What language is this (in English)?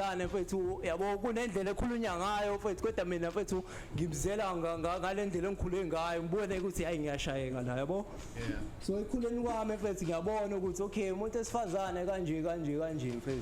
Zulu